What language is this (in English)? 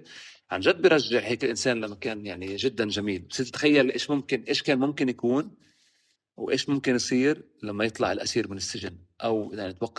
North Levantine Arabic